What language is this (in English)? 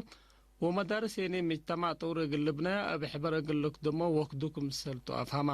Tigre